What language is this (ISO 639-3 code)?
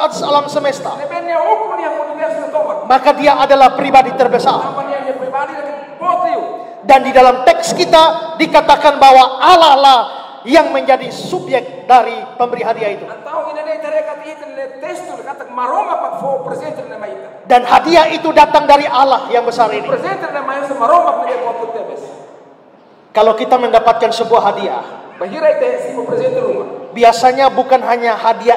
ind